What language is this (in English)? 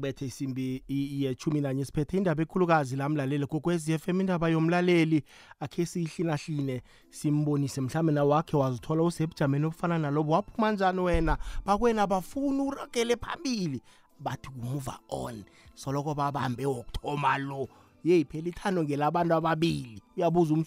South Ndebele